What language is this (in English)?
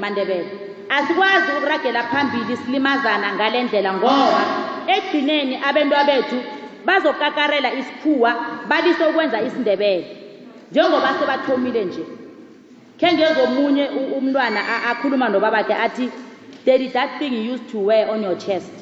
South Ndebele